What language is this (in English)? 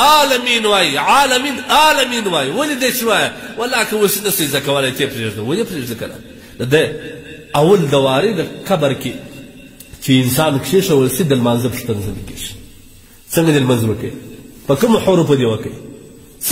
Pashto